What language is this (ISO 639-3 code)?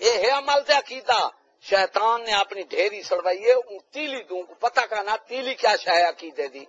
skr